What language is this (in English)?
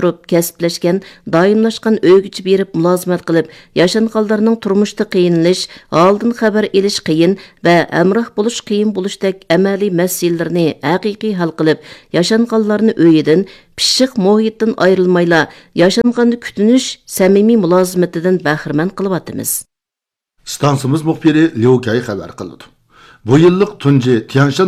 Uyghur